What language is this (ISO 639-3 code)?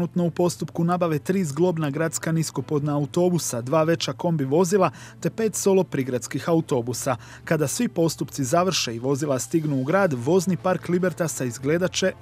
hrv